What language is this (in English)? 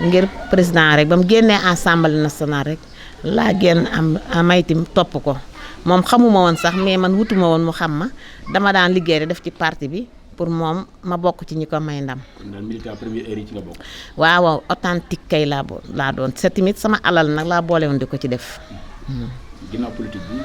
Wolof